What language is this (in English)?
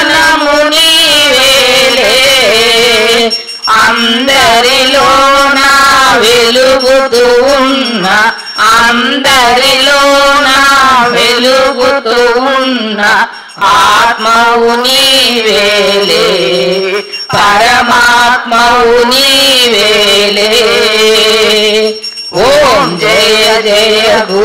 Telugu